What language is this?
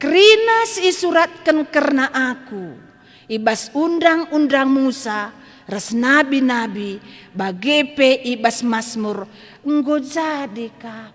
Batak Karo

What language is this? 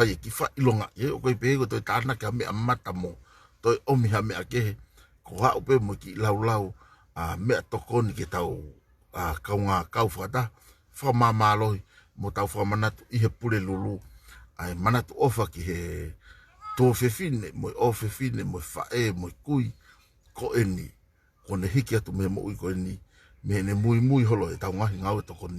Tongan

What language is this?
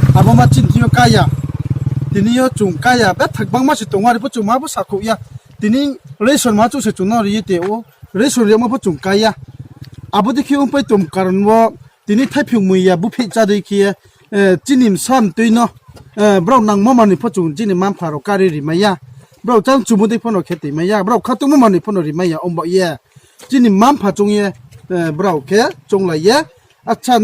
Riang (India)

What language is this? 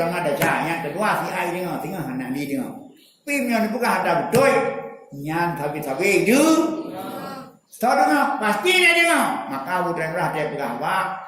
Achinese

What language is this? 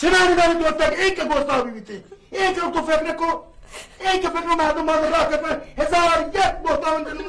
Baluchi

